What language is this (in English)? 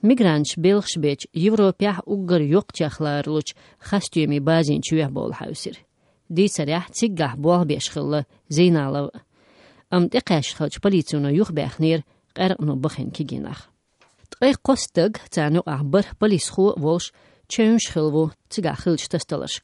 Chechen